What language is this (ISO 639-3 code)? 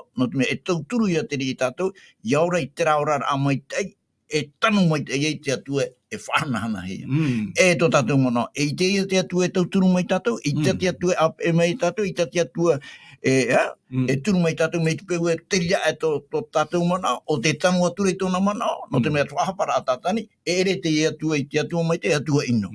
tah